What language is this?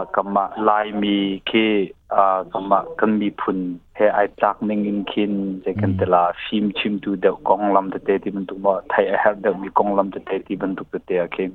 Hakha Chin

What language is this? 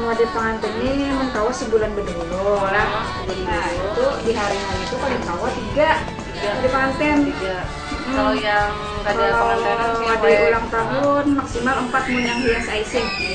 Banjar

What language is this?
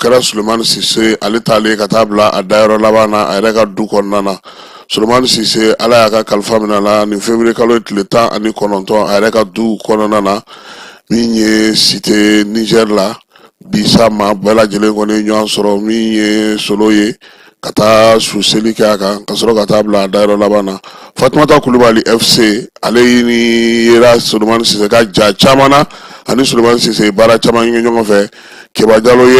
Bambara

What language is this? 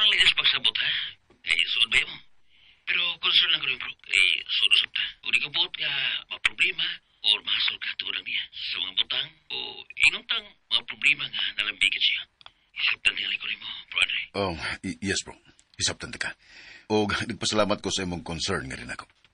Cebuano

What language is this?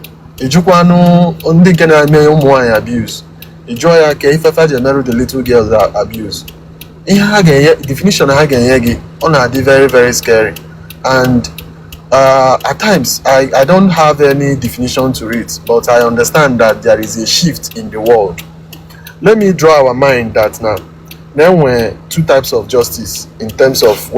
Igbo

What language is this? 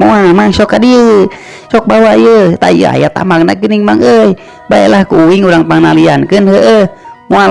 Sundanese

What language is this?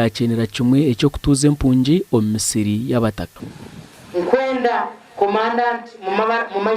Nyankole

